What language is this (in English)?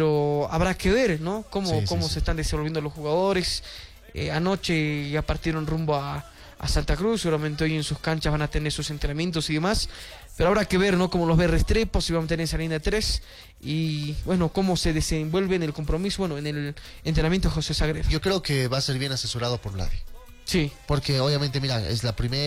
Spanish